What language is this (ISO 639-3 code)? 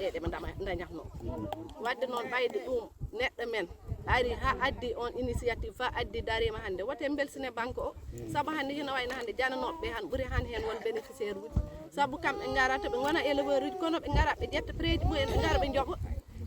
ful